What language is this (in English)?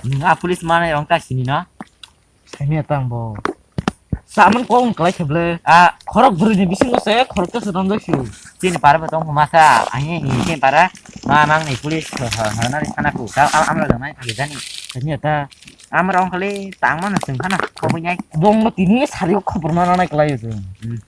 Kok Borok